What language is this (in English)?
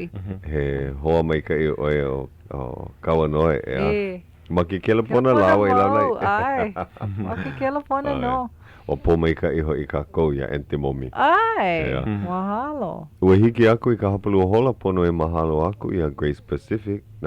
Hawaiian